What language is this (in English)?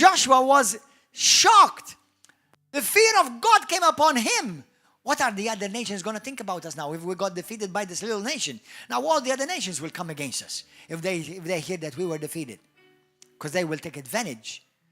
English